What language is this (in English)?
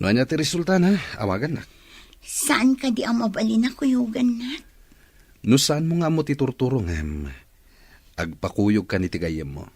Iloko